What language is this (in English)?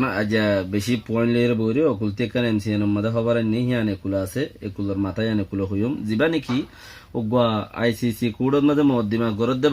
Rohingya